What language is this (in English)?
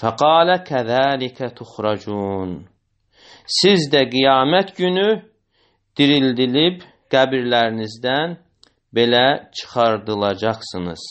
Azerbaijani